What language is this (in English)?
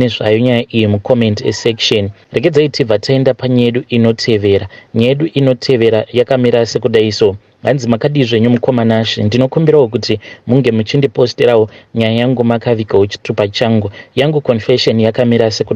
Shona